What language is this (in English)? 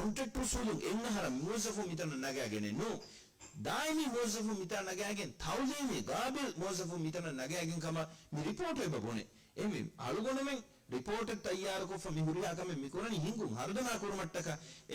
Divehi